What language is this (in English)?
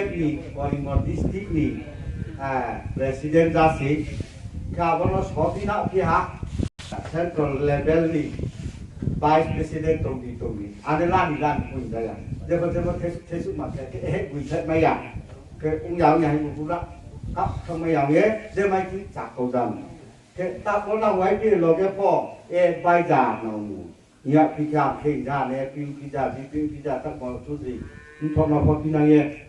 Riang (India)